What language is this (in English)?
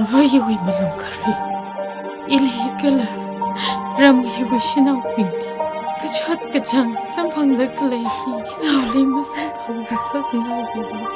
Tangkhul Naga (India)